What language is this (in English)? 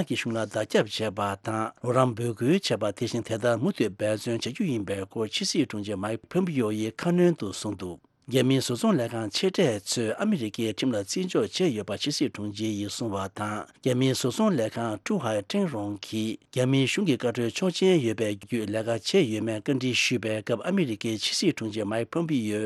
Tibetan